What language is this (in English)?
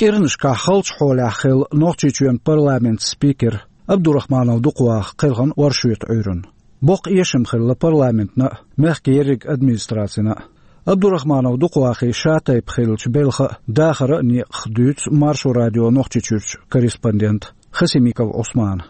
Chechen